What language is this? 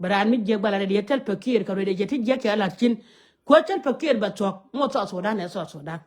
Nuer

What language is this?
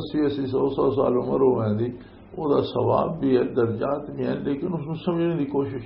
Western Panjabi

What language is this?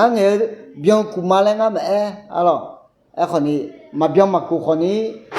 Akha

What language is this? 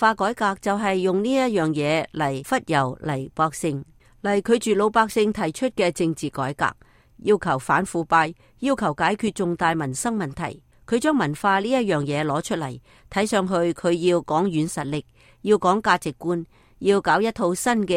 Cantonese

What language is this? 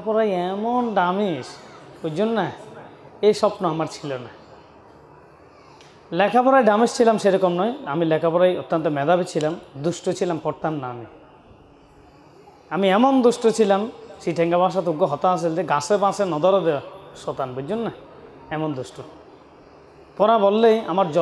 Bangla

